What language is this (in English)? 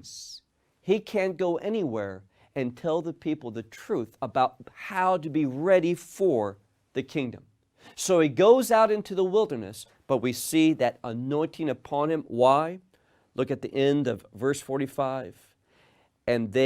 English